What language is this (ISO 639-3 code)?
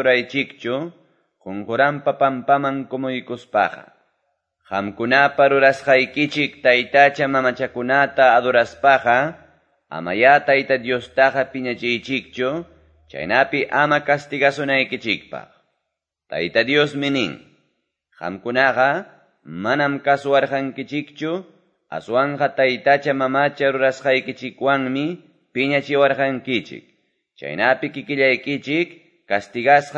que